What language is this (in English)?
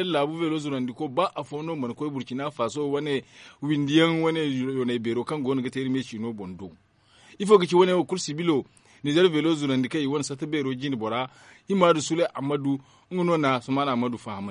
Zarma